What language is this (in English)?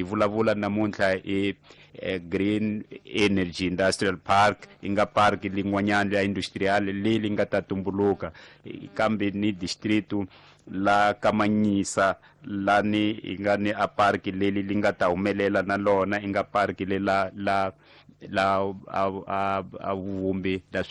Tsonga